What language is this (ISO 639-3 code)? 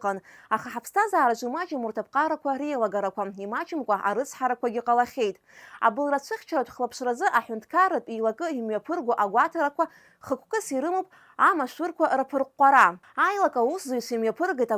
abk